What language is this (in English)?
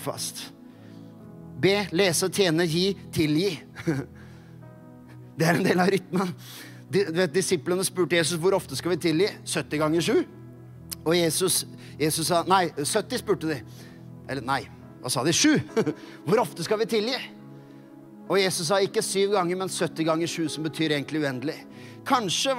Norwegian